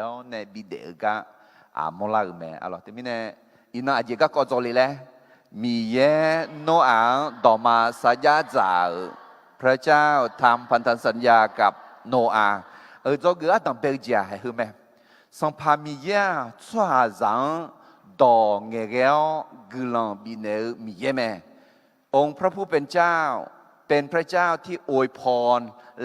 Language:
Akha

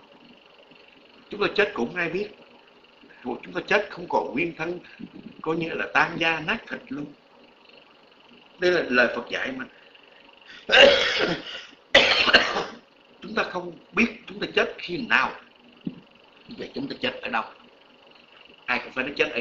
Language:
Vietnamese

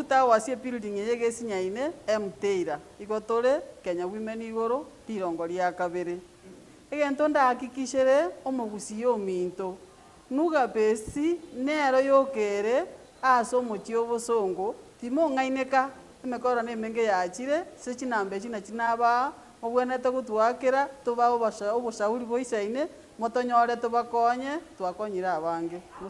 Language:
Gusii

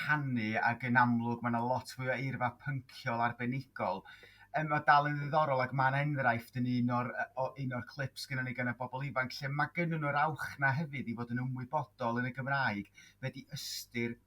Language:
Welsh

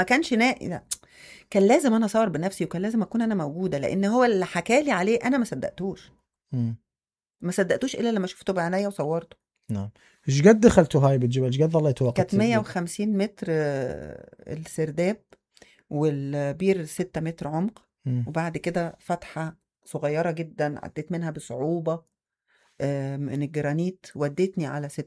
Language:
Mesopotamian Arabic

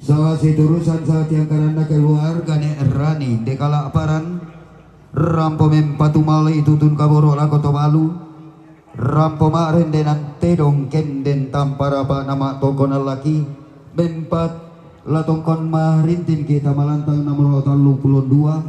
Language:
Toraja-Sa'dan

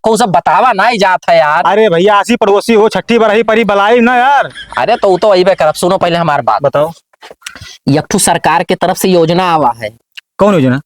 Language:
Awadhi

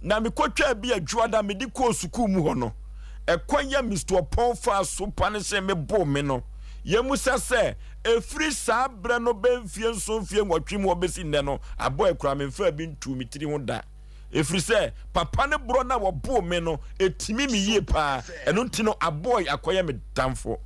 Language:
Akan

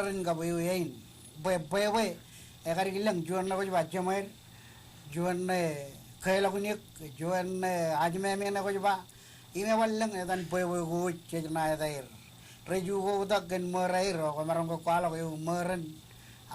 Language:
Marshallese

